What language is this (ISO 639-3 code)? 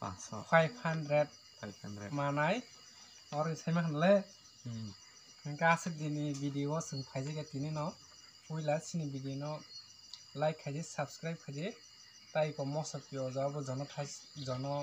trp